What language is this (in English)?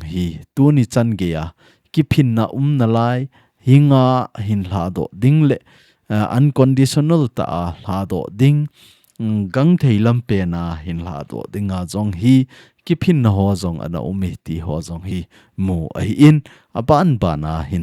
Thado Chin